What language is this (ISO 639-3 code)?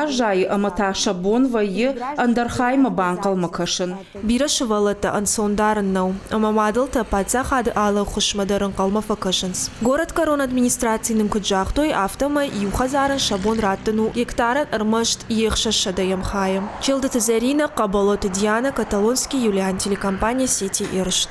oss